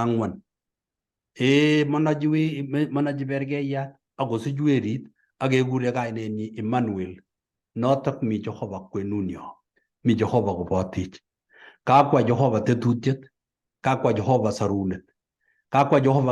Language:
Kalenjin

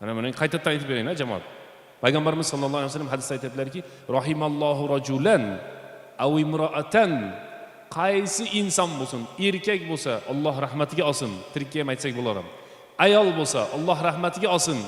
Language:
Uzbek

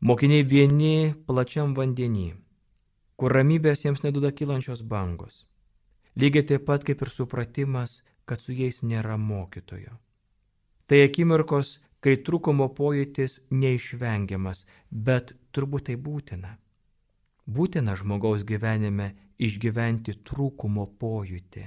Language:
Lithuanian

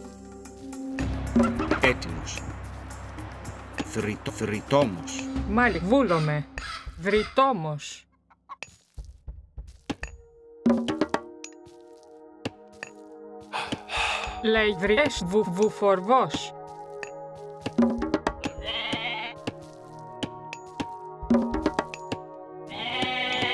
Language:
Greek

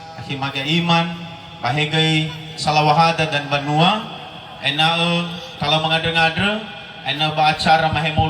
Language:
Nias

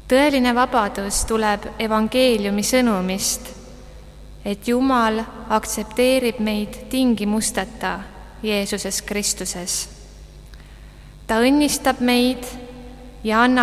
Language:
Estonian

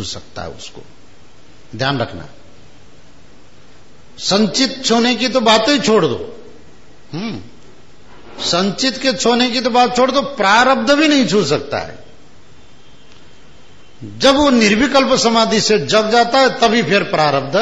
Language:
Hindi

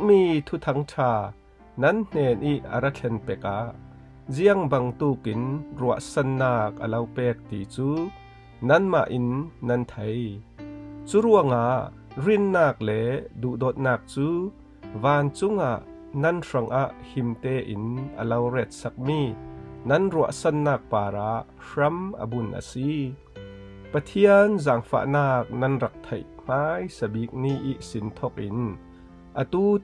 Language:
Falam Chin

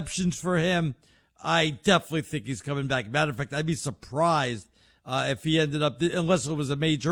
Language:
English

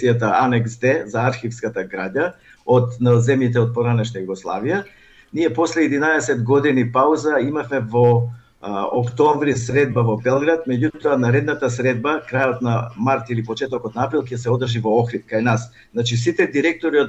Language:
Macedonian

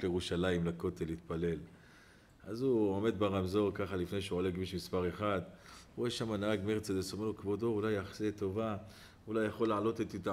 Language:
Hebrew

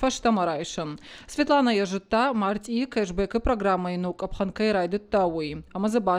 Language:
Ossetic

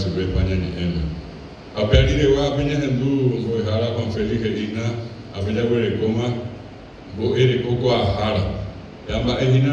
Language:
Guarani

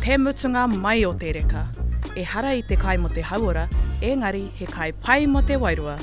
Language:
Māori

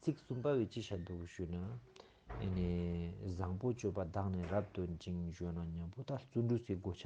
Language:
Ladakhi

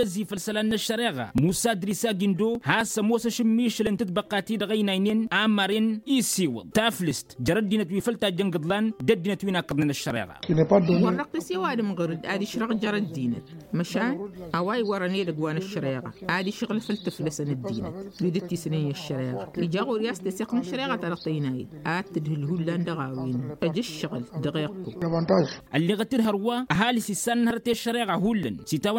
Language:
Tamasheq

